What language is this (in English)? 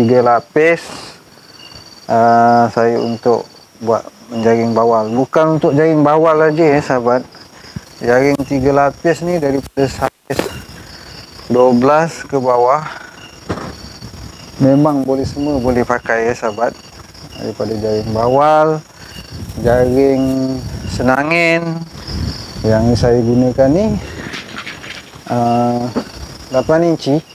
Malay